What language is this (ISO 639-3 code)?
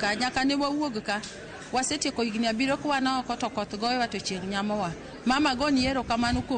luo